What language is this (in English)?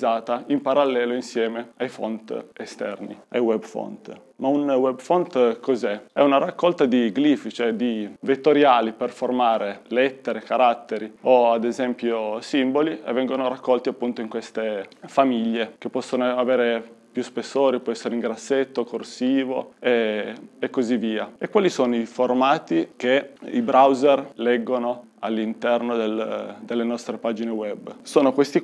Italian